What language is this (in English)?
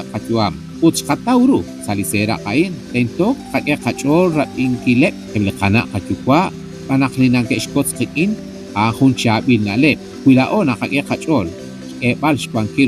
Kekchí